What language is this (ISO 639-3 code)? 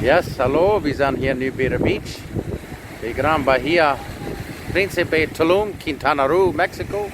pdt